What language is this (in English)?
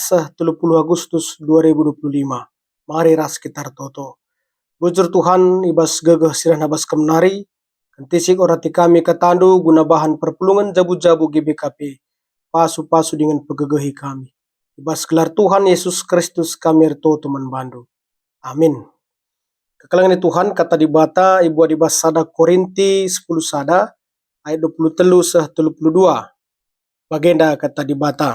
Batak Karo